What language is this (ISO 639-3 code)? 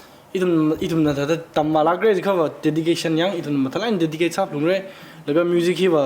nmf